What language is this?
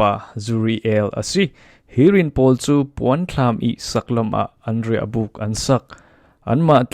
Falam Chin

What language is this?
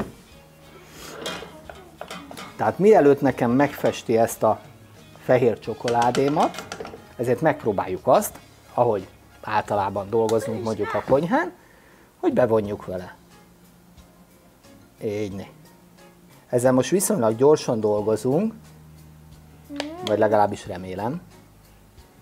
Hungarian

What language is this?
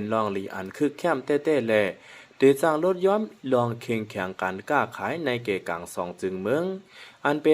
Shan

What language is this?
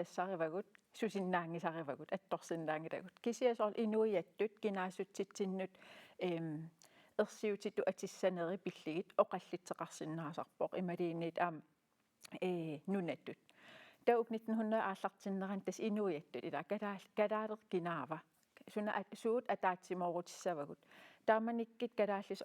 Kalaallisut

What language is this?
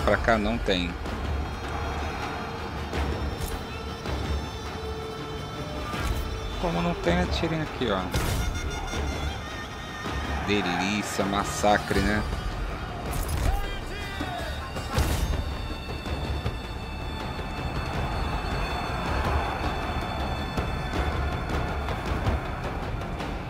Portuguese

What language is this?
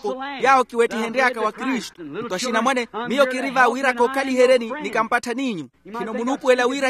Makhuwa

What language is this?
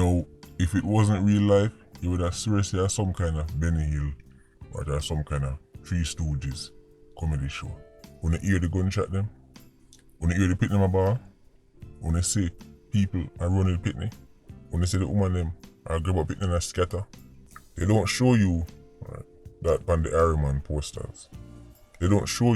Jamaican Creole English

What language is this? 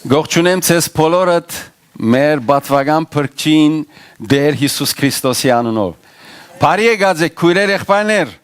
Western Armenian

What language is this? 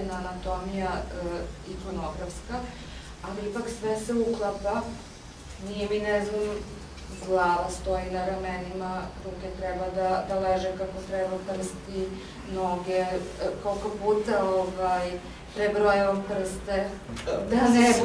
Serbian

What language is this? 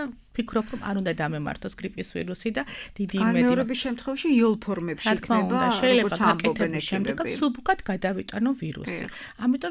Georgian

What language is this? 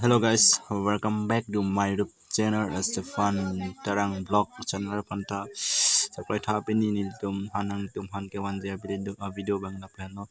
Karbi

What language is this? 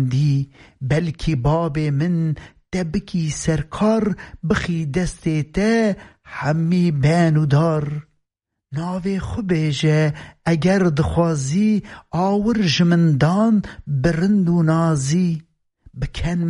Kurdish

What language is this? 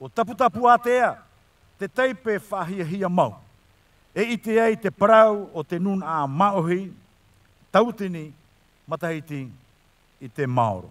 Tahitian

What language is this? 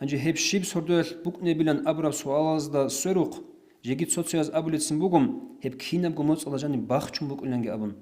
Avaric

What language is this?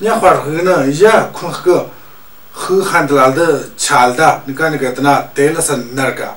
Tu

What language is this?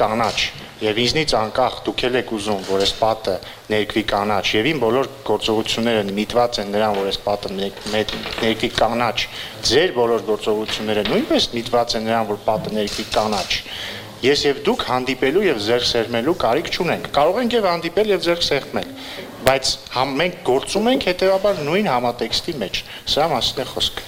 Armenian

